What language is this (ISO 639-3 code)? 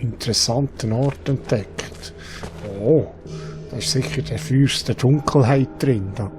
gsw